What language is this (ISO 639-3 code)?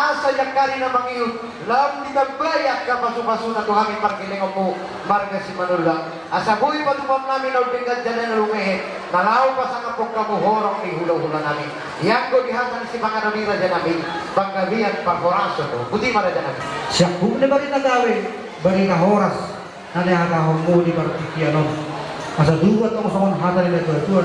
bbc